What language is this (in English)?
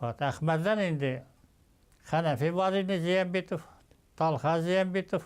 Bashkir